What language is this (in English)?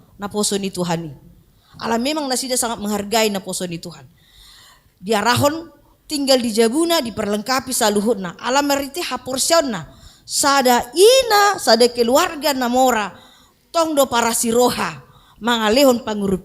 Batak Toba